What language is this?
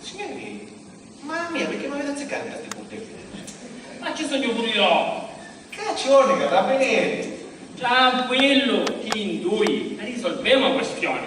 Sicilian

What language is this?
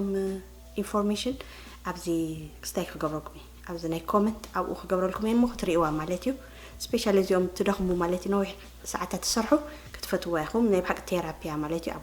Tigrinya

